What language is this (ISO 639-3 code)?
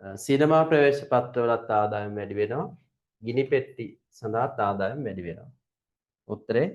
sin